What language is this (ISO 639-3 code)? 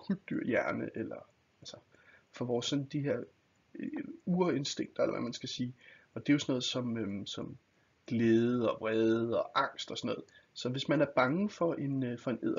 dan